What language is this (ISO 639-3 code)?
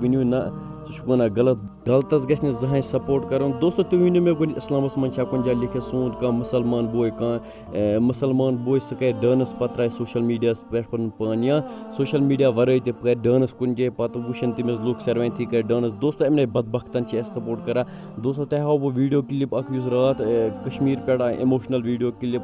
kas